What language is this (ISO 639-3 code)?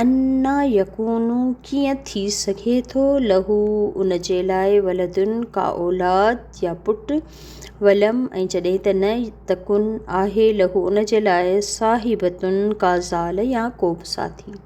snd